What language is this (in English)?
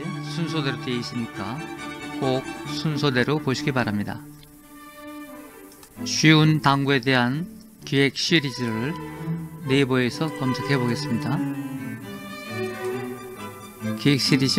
Korean